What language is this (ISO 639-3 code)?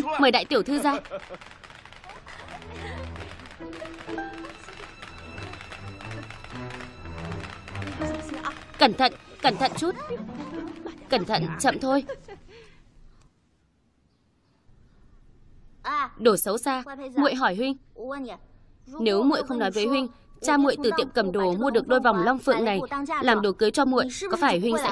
vie